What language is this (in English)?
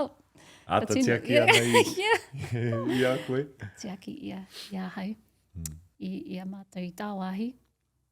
Māori